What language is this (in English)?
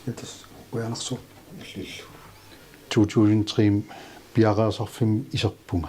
Kalaallisut